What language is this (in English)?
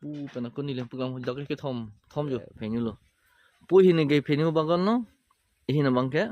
Karbi